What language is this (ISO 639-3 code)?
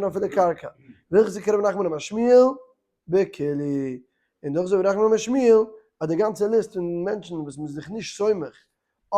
yid